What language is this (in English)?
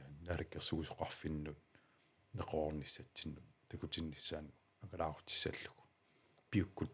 Kalaallisut